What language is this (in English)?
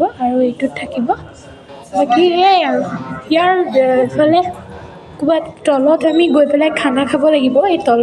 Assamese